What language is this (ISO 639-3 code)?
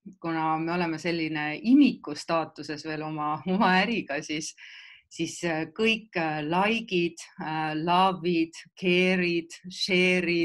est